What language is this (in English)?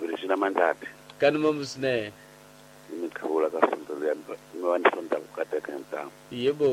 Tsonga